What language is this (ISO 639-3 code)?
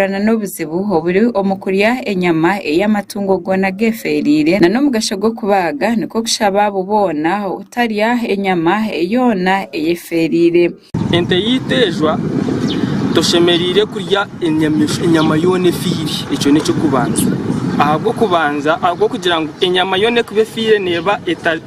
nyn